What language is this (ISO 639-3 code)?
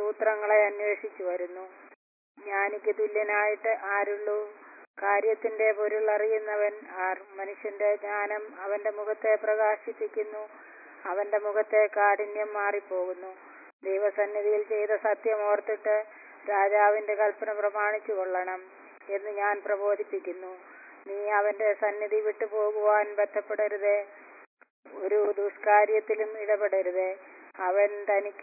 mal